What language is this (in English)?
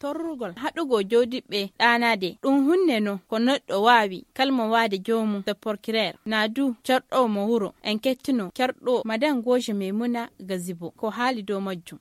Fula